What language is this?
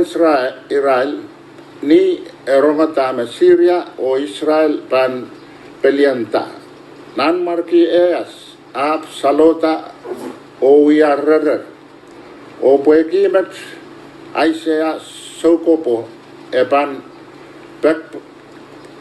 Pohnpeian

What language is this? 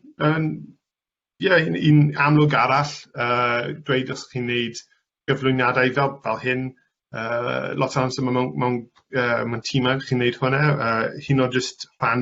Welsh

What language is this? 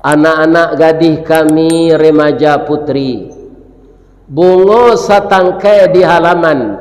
Minangkabau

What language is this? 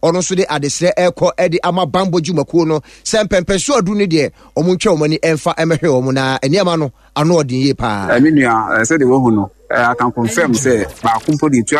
Akan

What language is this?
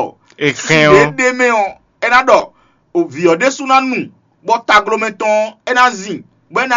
Fon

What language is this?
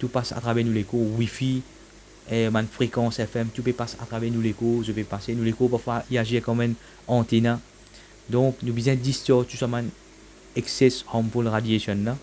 Morisyen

